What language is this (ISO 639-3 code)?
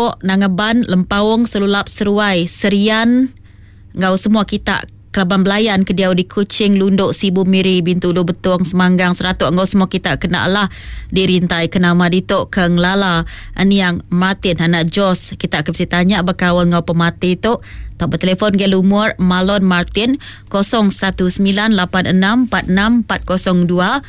iba